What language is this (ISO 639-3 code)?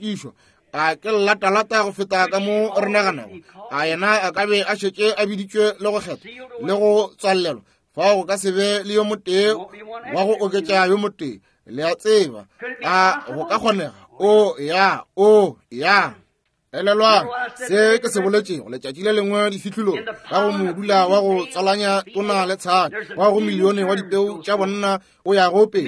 nso